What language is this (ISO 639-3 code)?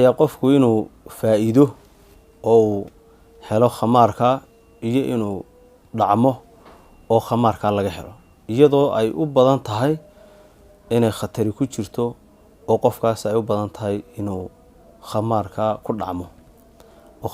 som